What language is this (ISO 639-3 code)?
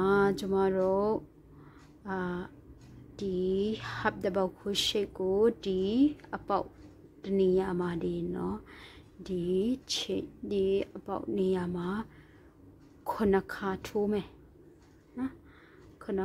mya